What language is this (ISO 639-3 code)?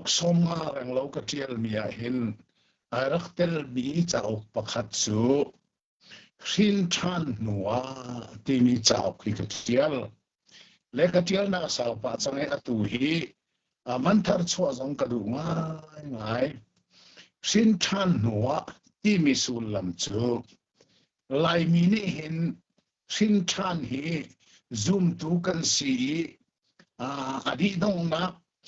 cnh